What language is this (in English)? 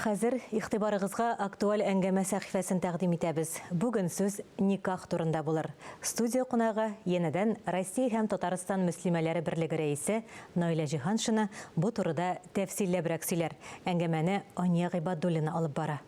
Tatar